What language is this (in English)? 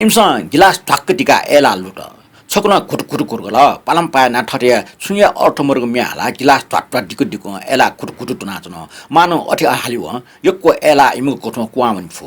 Newari